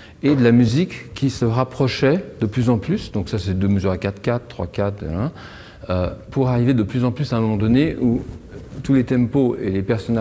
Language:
French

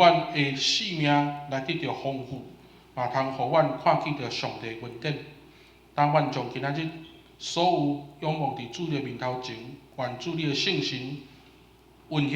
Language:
Min Nan Chinese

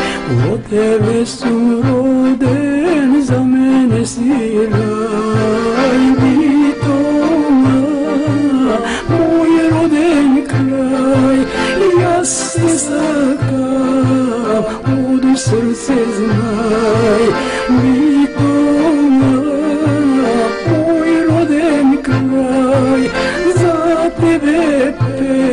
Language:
Macedonian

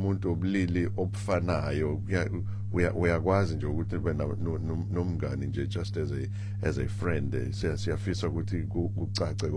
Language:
Zulu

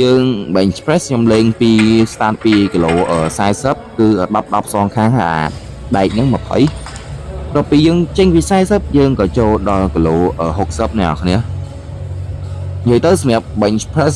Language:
Khmer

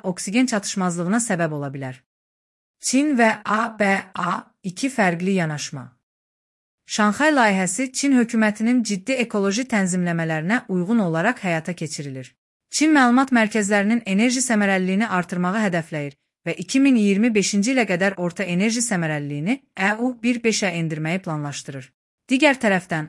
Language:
Azerbaijani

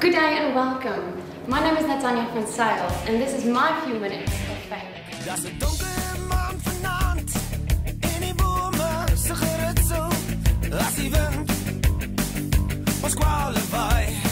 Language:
Afrikaans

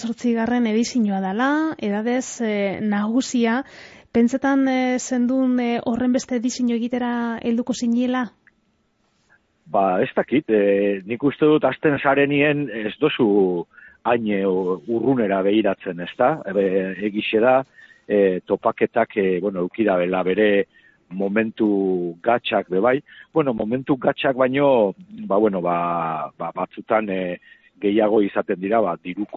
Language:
Basque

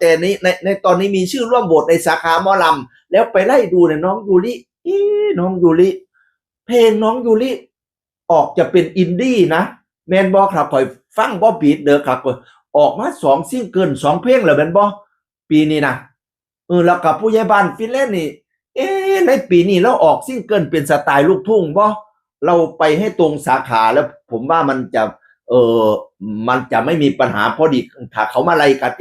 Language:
Northeastern Thai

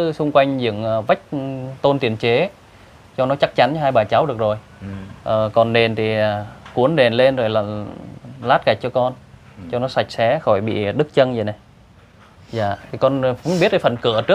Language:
Vietnamese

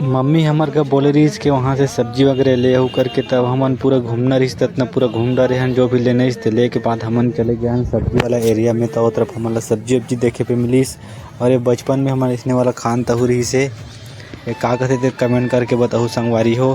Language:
Chhattisgarhi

